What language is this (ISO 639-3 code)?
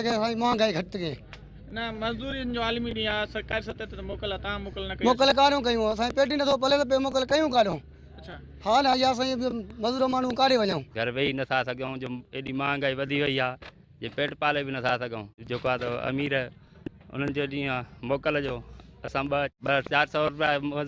snd